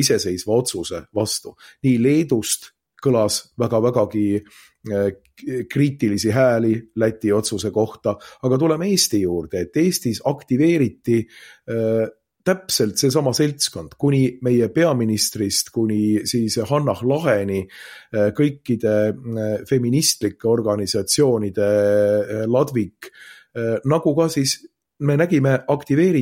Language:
Estonian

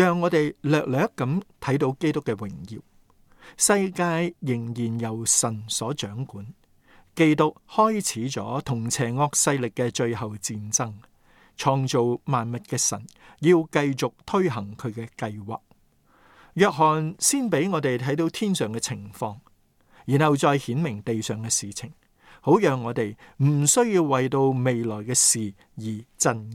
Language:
Cantonese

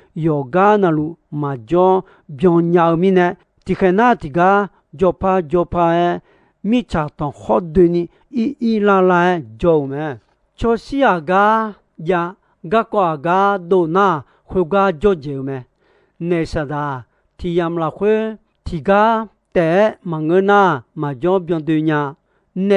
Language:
Akha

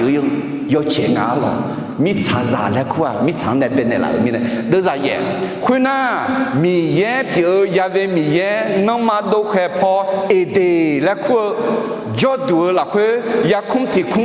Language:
Akha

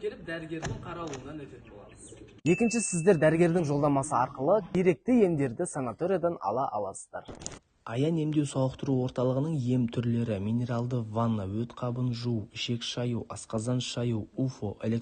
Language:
Kazakh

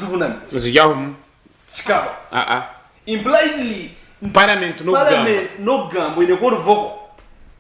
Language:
Nyankole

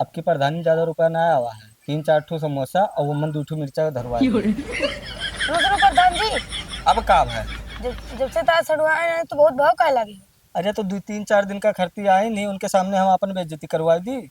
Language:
Awadhi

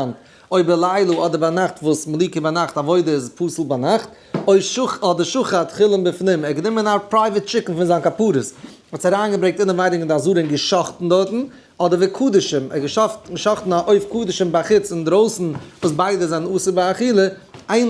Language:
Yiddish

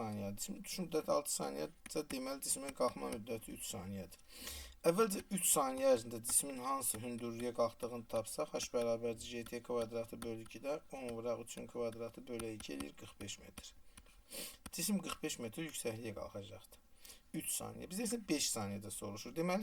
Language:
Azerbaijani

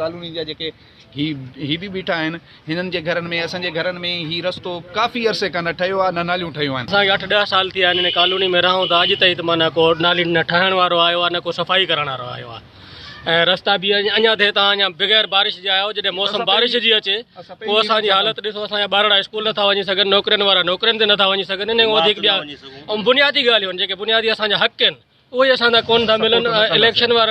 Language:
Sindhi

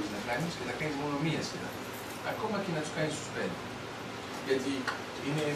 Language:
Greek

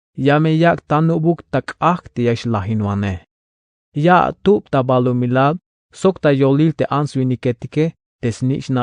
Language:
Tzeltal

